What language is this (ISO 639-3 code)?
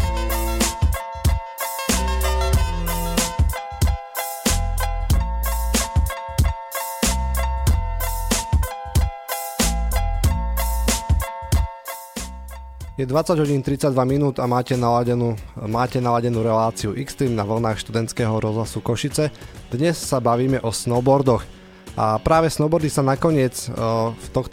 slk